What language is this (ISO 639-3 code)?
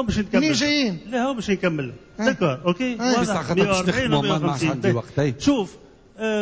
aeb